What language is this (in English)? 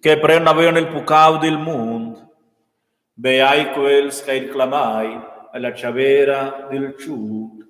Romansh